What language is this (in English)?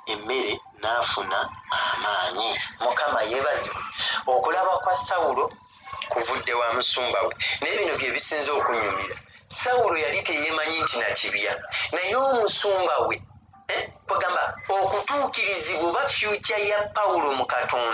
Ganda